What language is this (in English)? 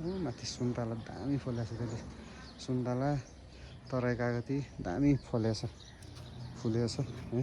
Nepali